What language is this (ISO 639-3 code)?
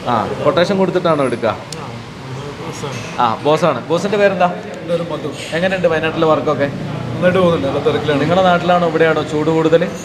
mal